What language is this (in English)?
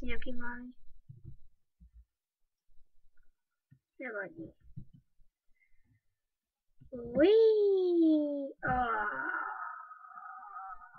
Slovak